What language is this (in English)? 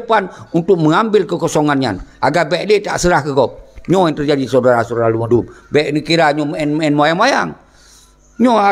Achinese